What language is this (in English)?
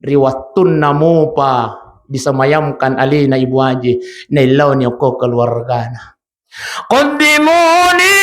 Buginese